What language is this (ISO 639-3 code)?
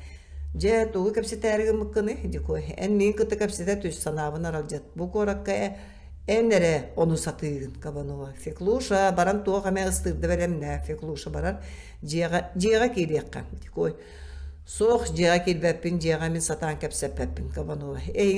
sah